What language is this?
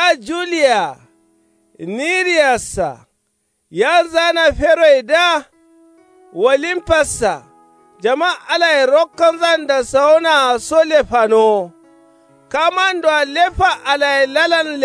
Kanuri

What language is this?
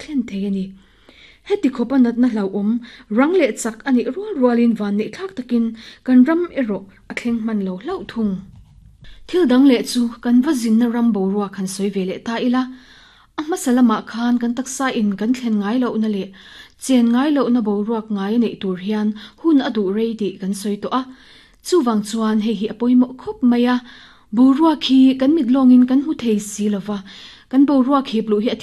Mizo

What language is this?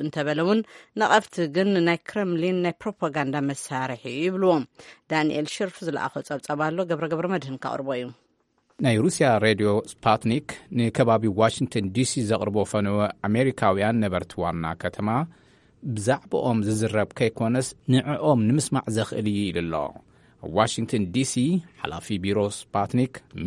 Tigrinya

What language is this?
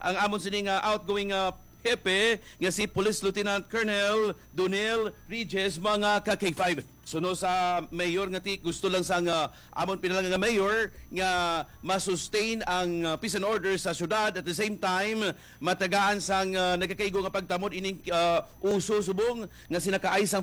Hiligaynon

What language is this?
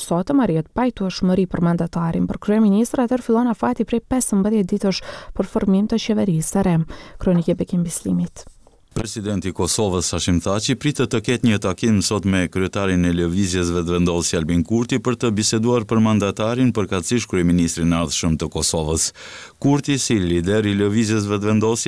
Albanian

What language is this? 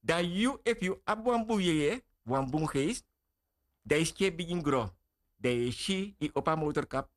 Sranan Tongo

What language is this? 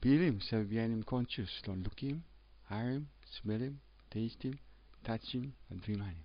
Tok Pisin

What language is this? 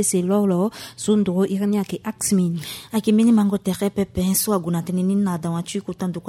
Sango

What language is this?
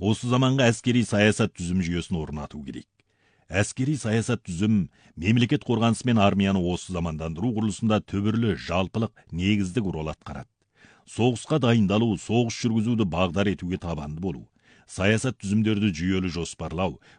Kazakh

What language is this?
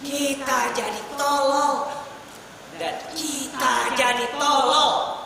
Banjar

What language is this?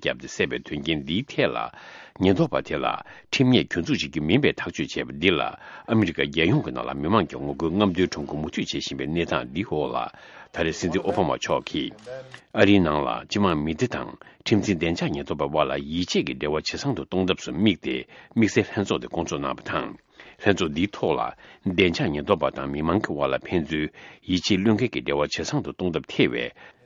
Tibetan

